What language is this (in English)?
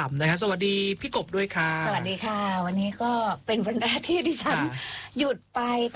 Thai